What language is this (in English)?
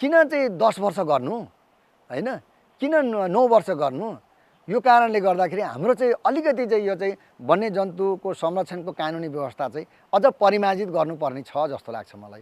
Nepali